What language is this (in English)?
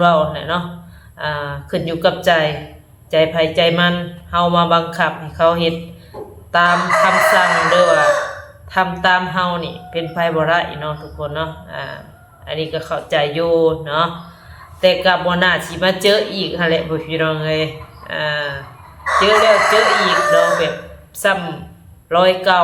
Northeastern Thai